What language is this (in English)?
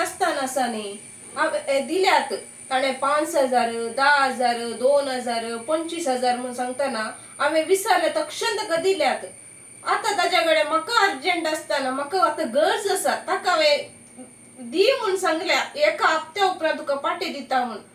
Konkani